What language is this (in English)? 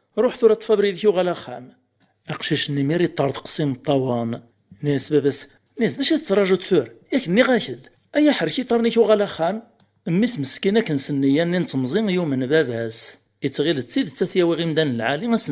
Kabyle